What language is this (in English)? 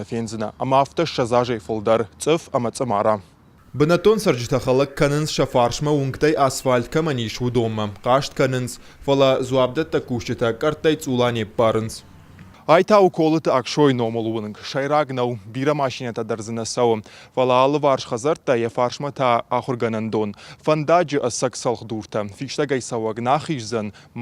Ossetic